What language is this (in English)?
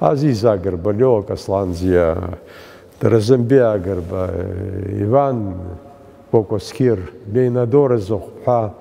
Abkhazian